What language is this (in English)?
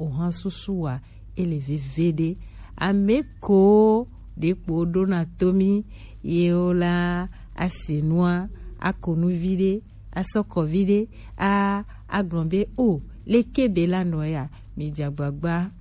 Gen